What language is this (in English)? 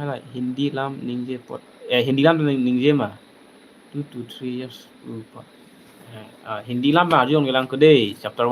Karbi